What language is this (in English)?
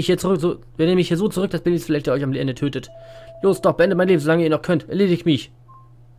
German